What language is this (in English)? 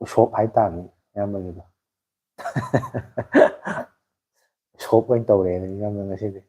Manipuri